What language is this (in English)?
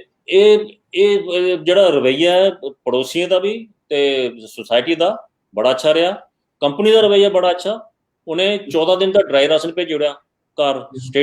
Dogri